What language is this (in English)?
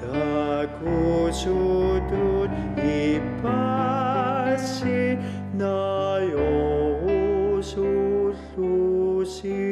Kalaallisut